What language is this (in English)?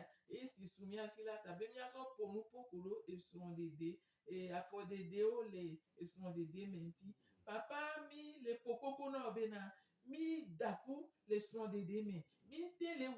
Gen